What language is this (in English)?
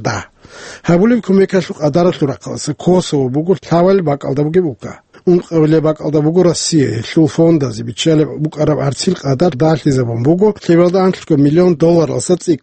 Avaric